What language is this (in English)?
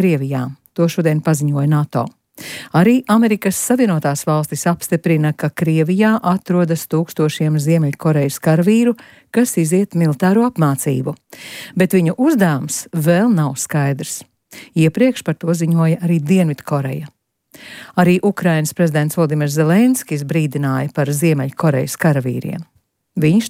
Latvian